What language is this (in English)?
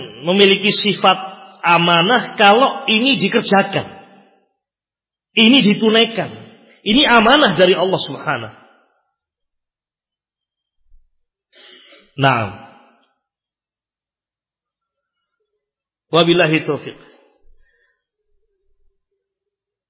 Indonesian